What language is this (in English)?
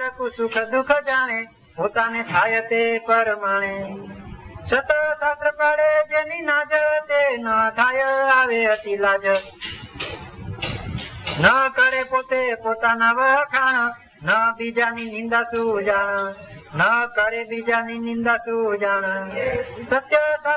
Gujarati